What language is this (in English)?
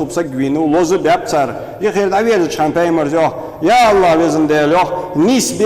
Ingush